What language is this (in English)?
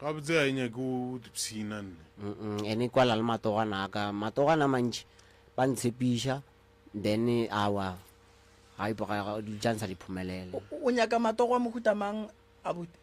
Northern Sotho